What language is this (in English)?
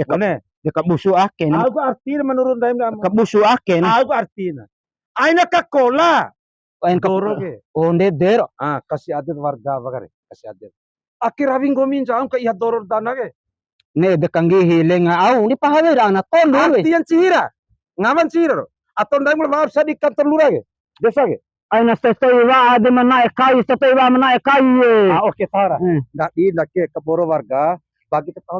Bima